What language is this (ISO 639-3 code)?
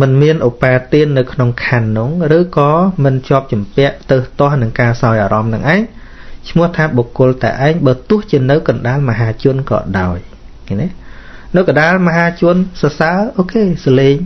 khm